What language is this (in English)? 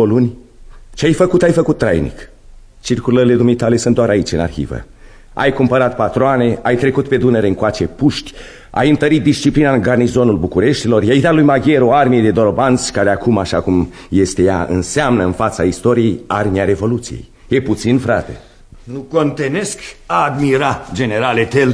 Romanian